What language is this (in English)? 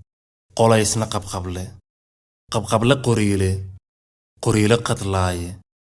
Somali